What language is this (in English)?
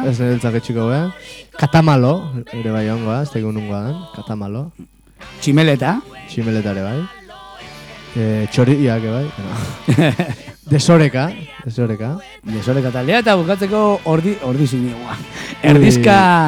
Basque